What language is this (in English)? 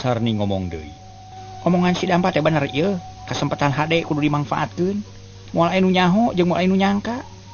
Sundanese